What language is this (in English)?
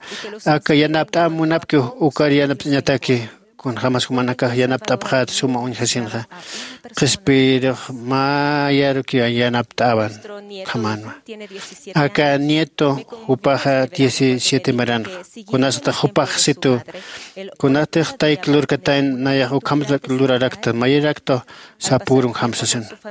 Aymara